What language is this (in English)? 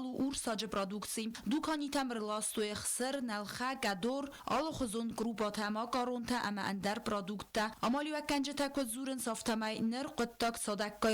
Ossetic